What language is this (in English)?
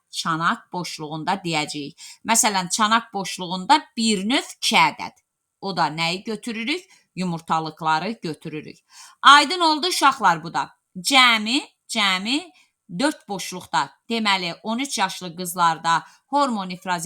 Azerbaijani